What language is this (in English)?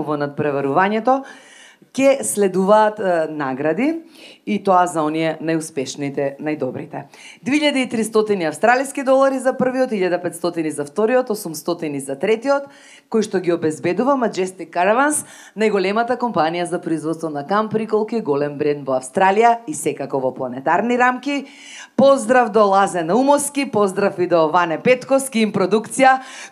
Macedonian